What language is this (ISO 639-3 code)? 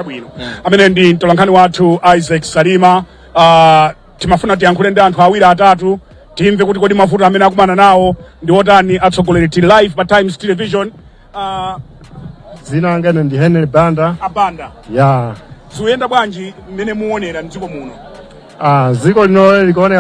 nya